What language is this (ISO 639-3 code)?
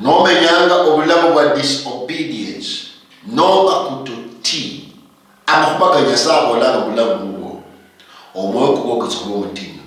luy